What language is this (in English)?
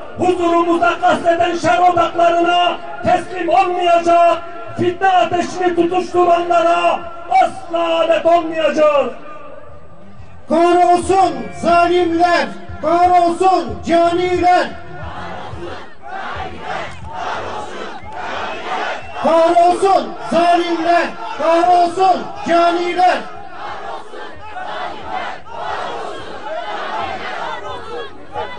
Turkish